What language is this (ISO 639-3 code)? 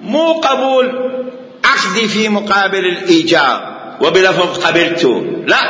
acm